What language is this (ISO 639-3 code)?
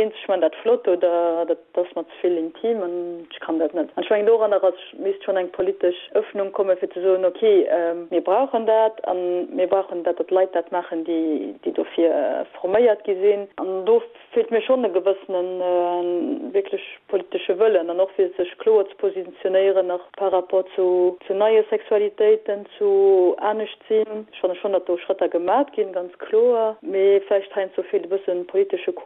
ltz